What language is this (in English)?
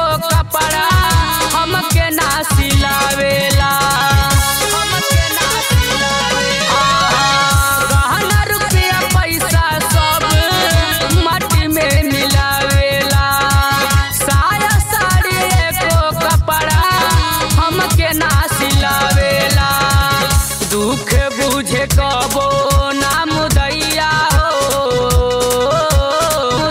Bhojpuri